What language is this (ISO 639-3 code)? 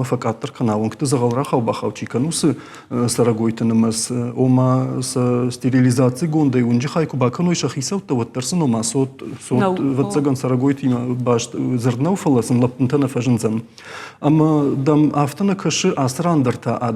oss